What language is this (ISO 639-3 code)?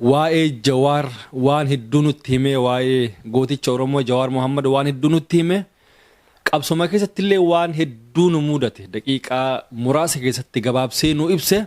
orm